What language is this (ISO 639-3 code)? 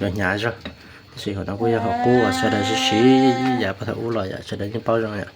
hmn